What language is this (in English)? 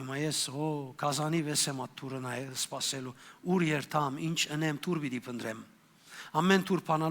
Western Armenian